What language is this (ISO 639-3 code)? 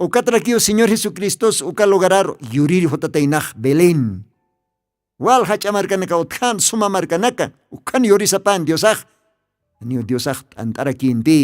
aym